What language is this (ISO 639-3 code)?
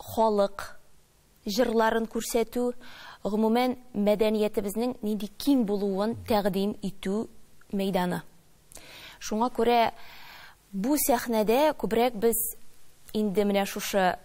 tat